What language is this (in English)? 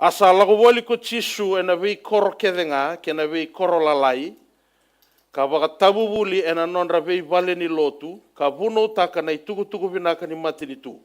Fijian